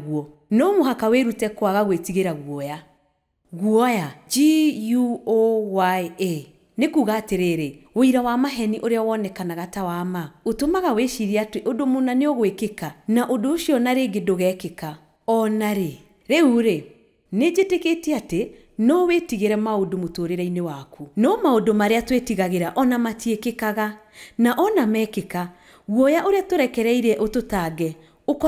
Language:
Kikuyu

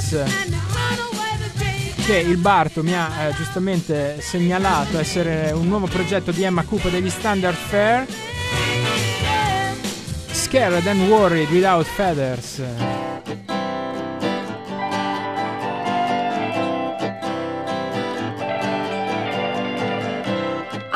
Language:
Italian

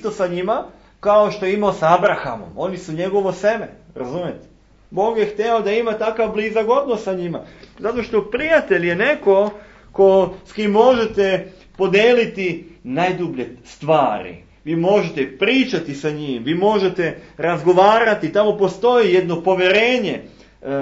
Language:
Serbian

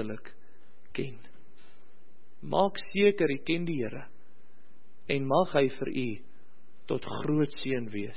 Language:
Afrikaans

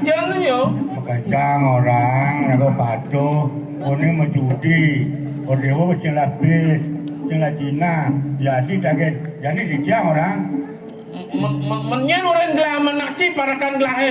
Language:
Balinese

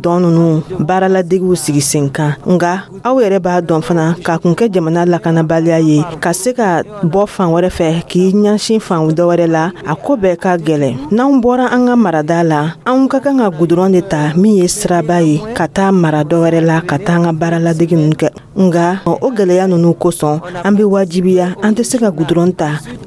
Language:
Dyula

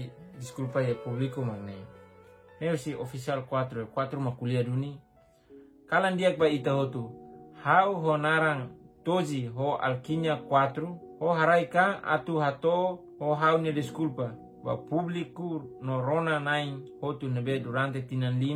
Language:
Tetum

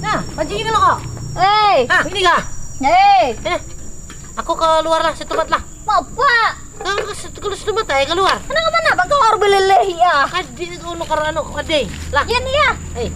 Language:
Banjar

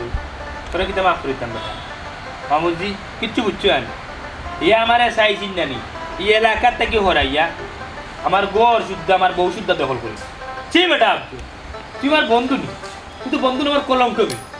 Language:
Sylheti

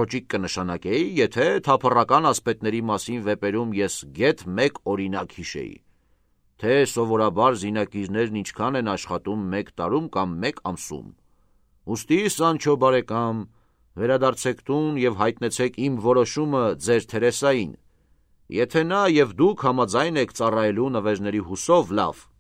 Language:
Armenian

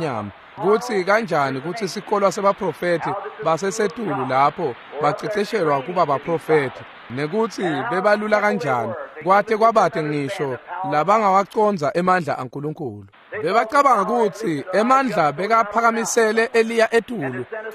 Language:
Swati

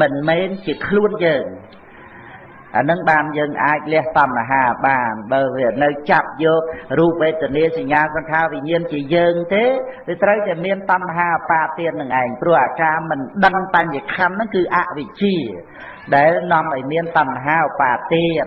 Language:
Khmer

